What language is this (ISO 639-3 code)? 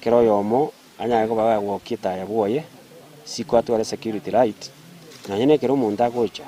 guz